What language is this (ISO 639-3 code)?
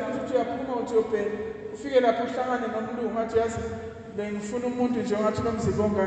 zul